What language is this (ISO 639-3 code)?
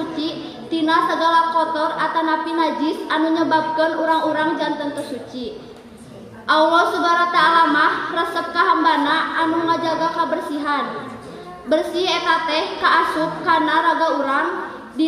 sun